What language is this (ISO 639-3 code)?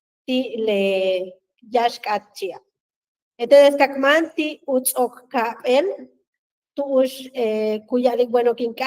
yua